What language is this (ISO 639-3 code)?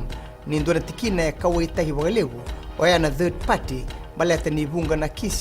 fij